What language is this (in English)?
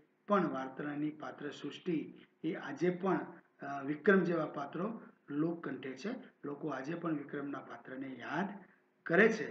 Gujarati